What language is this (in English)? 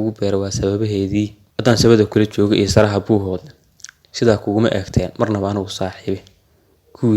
Somali